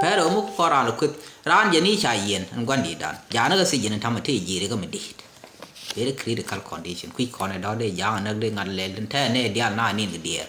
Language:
Nuer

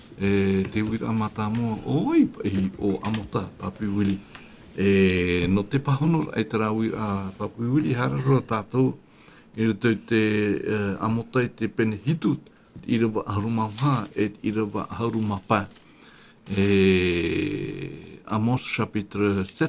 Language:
Tahitian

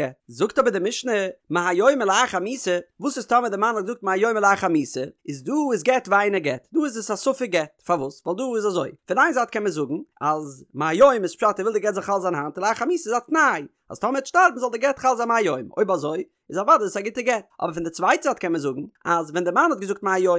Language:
Yiddish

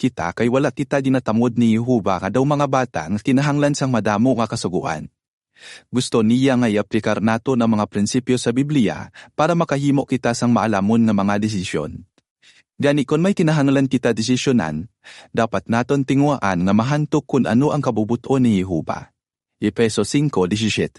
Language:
Hiligaynon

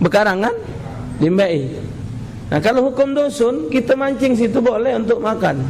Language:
Musi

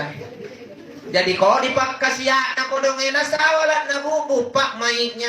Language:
Makasar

